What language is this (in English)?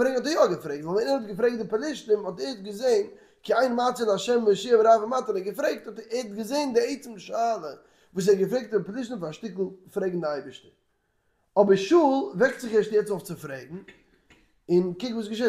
Yiddish